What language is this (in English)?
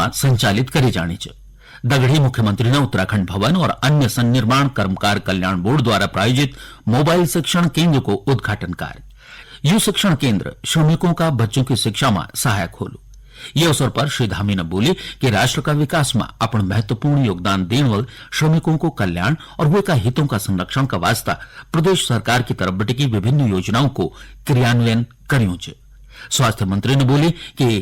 Garhwali